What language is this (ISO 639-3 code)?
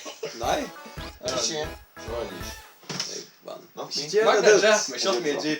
fao